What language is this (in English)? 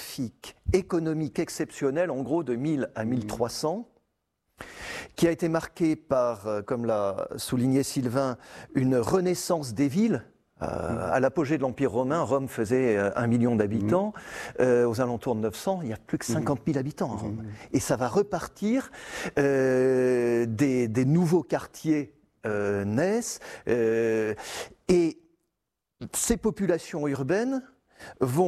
French